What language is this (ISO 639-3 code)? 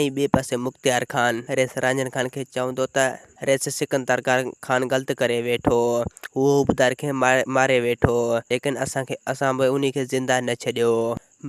snd